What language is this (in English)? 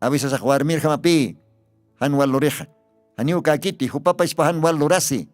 Aymara